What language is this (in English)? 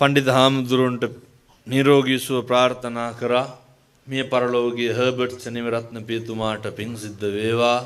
Sinhala